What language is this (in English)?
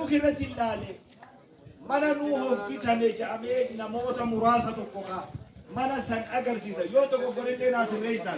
Oromo